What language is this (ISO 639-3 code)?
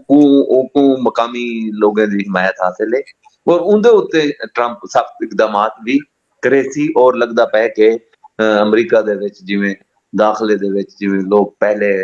skr